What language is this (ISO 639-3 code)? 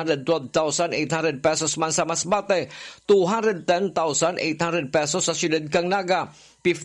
bik